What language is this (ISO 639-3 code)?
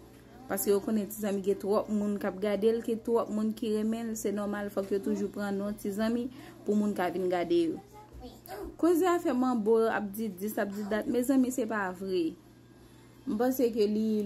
hat